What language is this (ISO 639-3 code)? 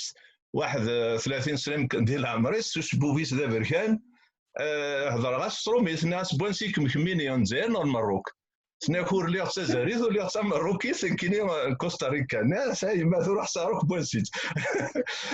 kab